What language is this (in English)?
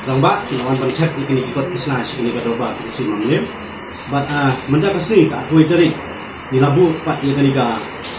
Khasi